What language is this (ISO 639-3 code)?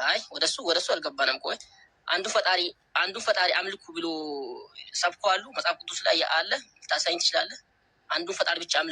amh